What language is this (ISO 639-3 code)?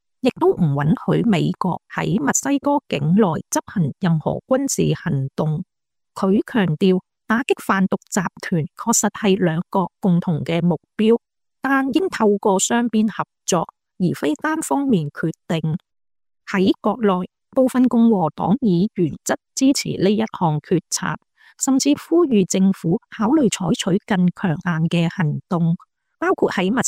yue